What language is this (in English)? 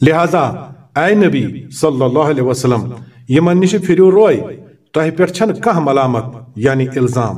Kashmiri